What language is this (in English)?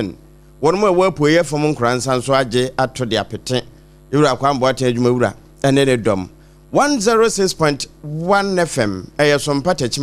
Akan